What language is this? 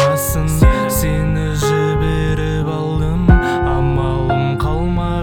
Kazakh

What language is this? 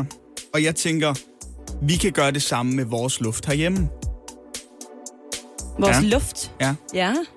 Danish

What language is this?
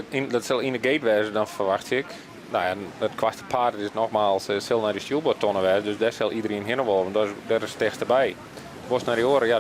Western Frisian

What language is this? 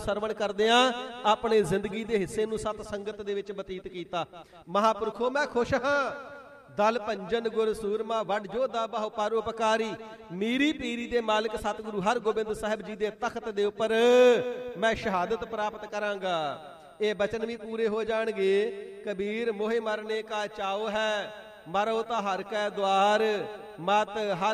Punjabi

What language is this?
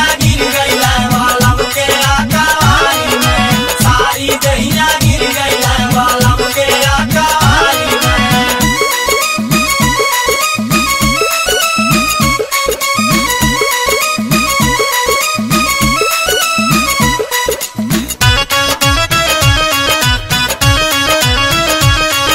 Bhojpuri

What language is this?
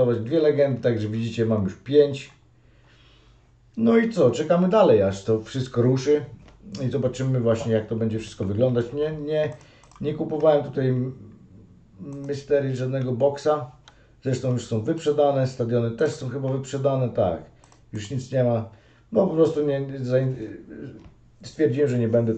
Polish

